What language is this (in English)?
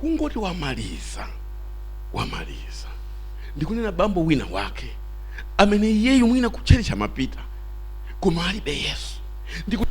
Nyanja